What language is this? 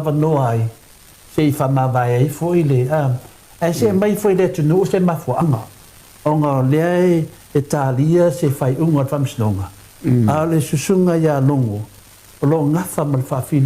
Samoan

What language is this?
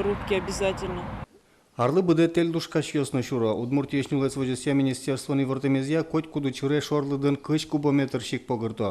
Udmurt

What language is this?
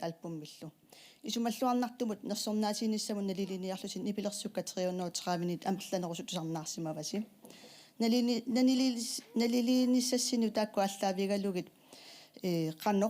Kalaallisut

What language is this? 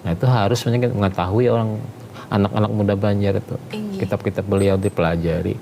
Banjar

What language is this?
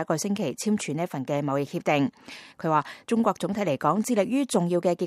Cantonese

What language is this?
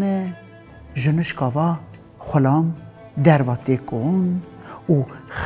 Kurdish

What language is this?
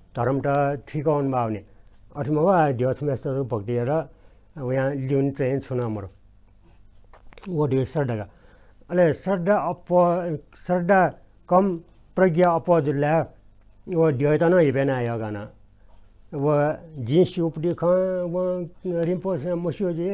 Newari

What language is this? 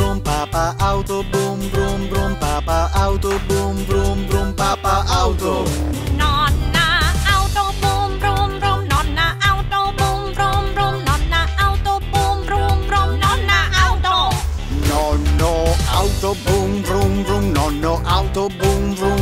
Italian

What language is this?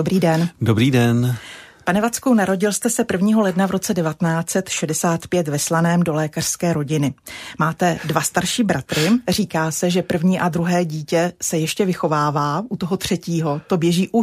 Czech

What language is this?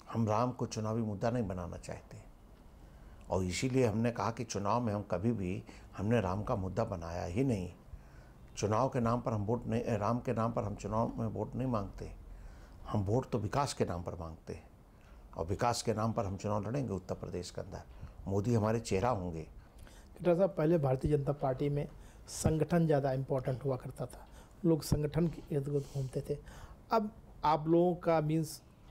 Hindi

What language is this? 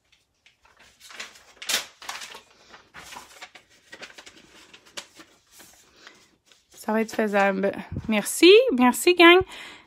French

